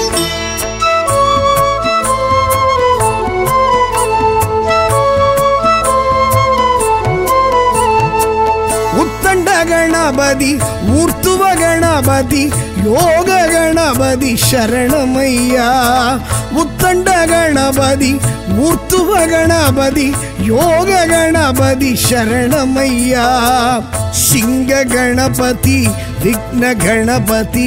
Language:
Tamil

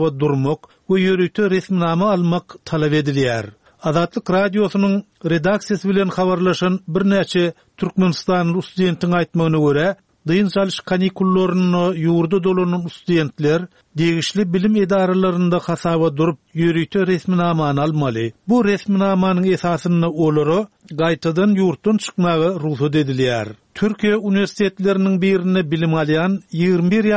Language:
Turkmen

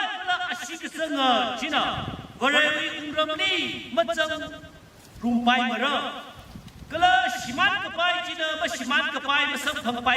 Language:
Tangkhul Naga (India)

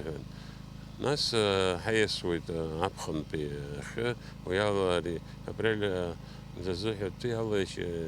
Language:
Abkhazian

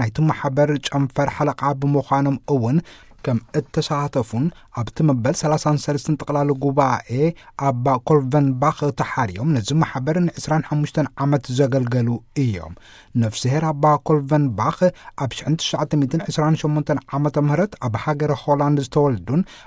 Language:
Tigrinya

